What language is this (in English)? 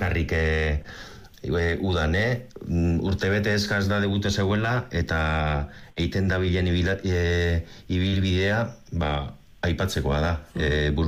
Basque